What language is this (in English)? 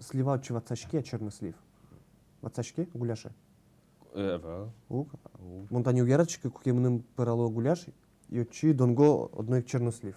Udmurt